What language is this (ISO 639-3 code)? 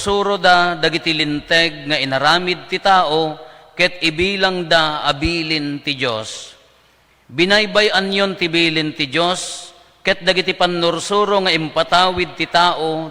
ilo